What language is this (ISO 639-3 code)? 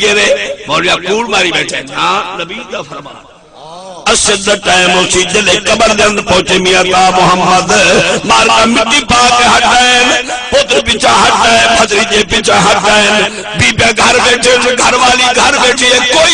skr